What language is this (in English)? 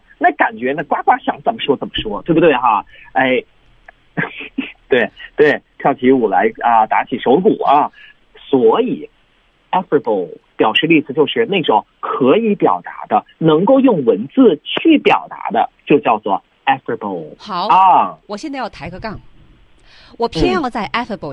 Chinese